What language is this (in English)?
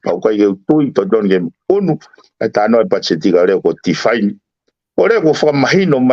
Tongan